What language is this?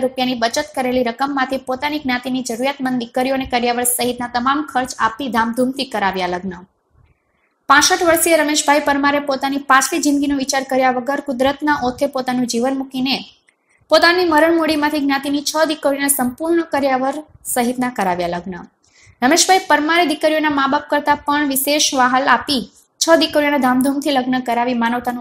Gujarati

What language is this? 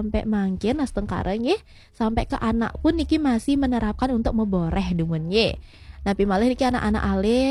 Balinese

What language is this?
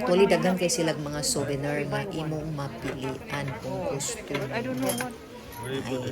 Cebuano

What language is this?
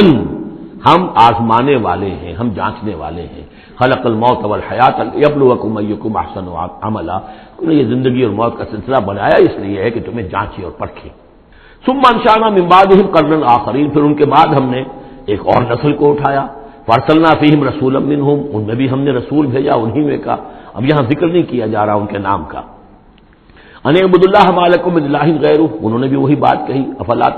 Urdu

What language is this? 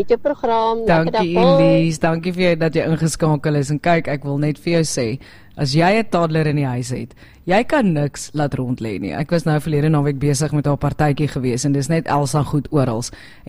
Afrikaans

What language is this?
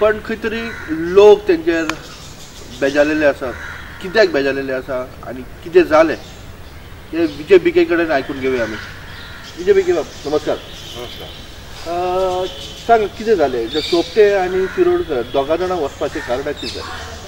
Konkani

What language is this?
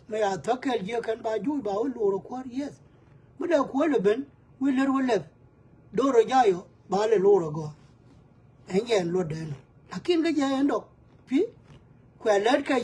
Nuer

